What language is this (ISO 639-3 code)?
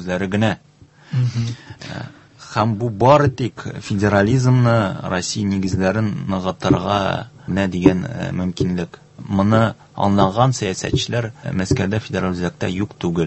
tat